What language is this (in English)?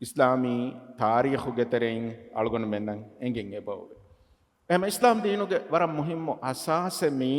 Divehi